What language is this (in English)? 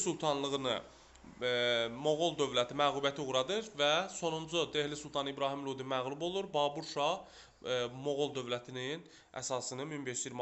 Azerbaijani